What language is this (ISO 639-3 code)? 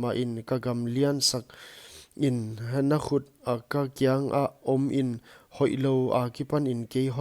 pck